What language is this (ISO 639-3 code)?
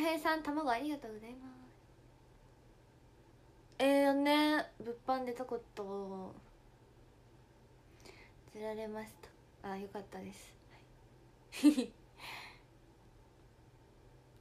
jpn